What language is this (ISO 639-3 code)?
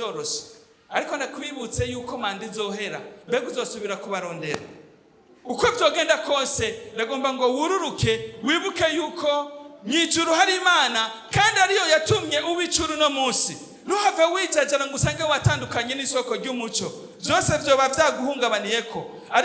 run